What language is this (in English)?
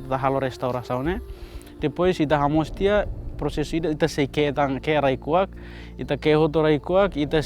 Tetum